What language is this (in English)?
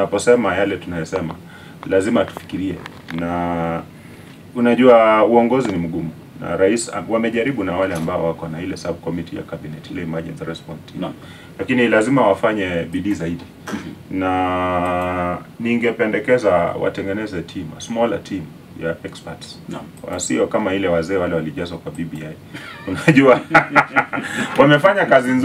Swahili